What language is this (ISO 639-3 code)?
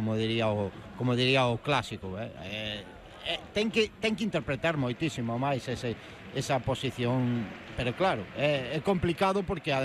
glg